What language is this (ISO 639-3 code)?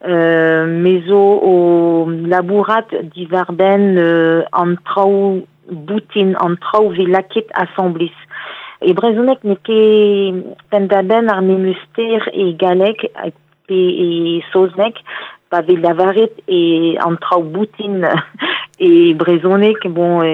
bre